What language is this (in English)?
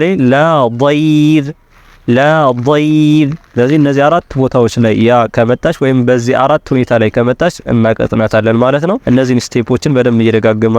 Amharic